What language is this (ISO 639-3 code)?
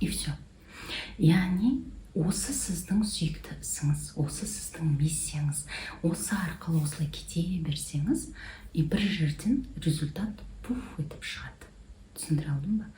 kaz